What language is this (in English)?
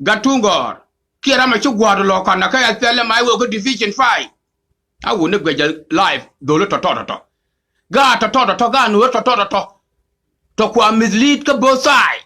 Nuer